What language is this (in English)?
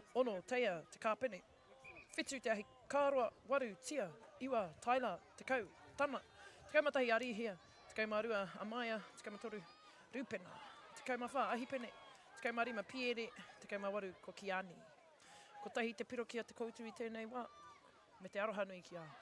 Māori